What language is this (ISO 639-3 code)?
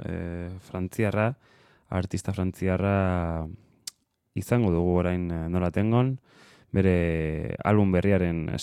eus